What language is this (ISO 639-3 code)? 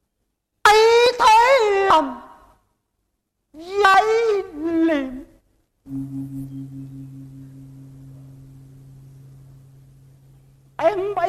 vie